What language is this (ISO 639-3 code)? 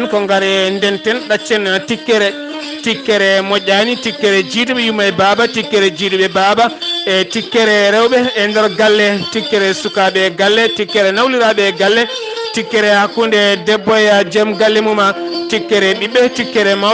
ful